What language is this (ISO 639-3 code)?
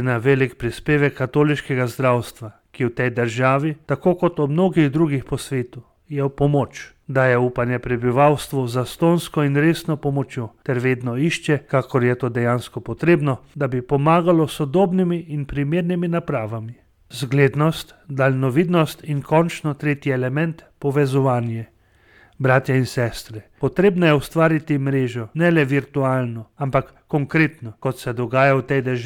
slv